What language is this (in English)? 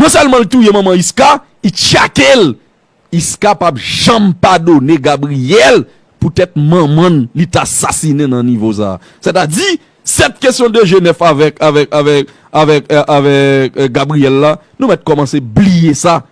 Haitian Creole